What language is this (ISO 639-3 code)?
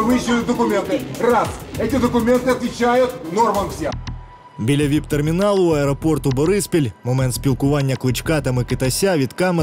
ukr